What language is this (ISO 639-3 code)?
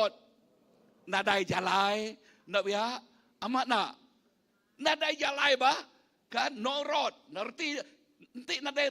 iba